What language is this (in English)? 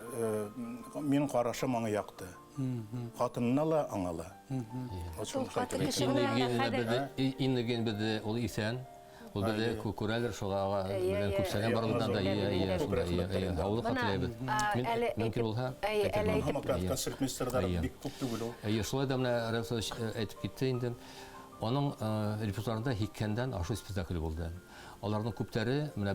Bashkir